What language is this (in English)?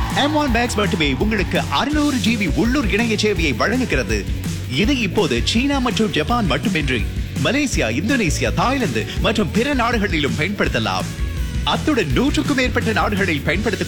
Tamil